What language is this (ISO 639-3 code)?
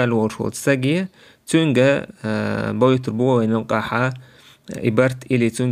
che